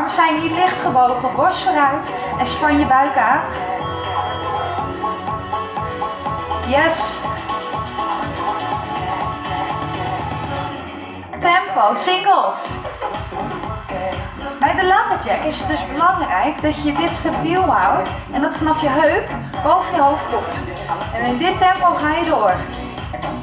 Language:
Dutch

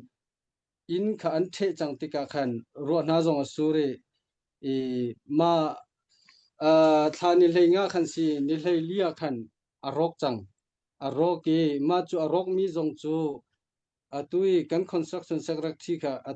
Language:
Hakha Chin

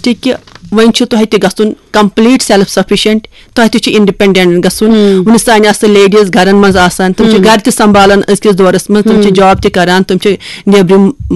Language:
Kashmiri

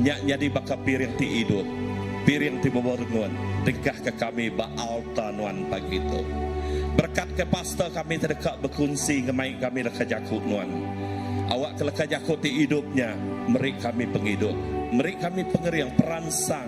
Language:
Iban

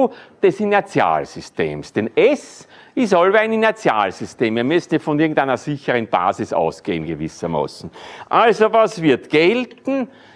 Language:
German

